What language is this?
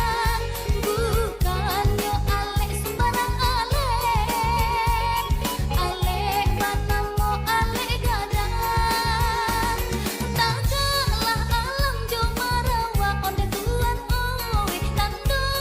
Minangkabau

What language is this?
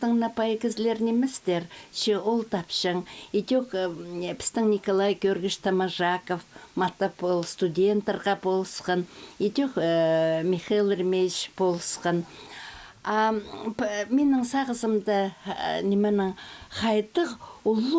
Khakas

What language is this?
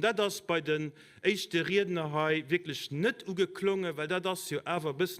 Luxembourgish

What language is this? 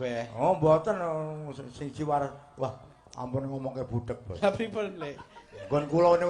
Javanese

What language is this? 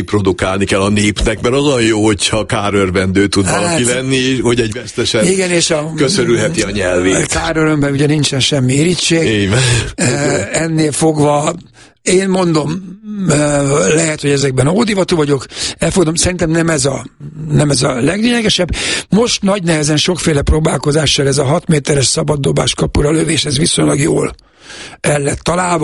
Hungarian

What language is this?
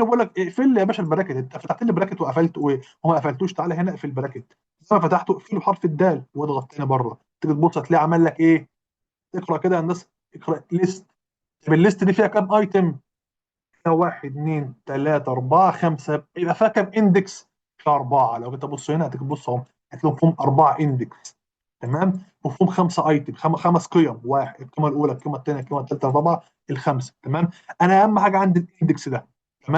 Egyptian Arabic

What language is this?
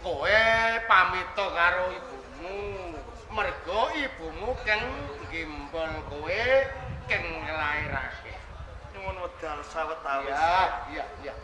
Javanese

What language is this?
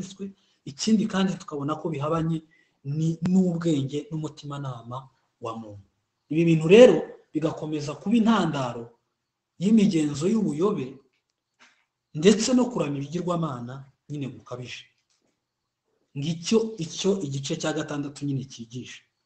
Kinyarwanda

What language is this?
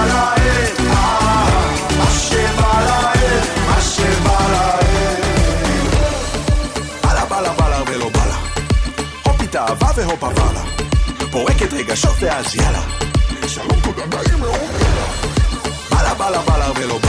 Hebrew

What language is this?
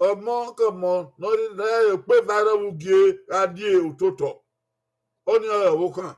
Bini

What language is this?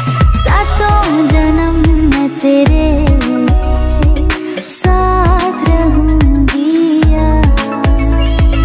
Hindi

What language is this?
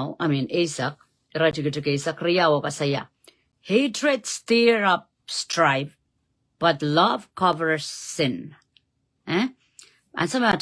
Pohnpeian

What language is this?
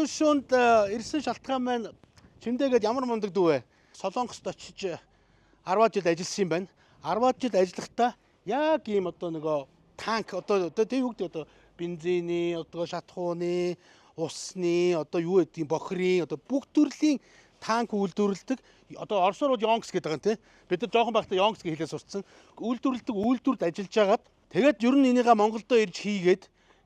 Mongolian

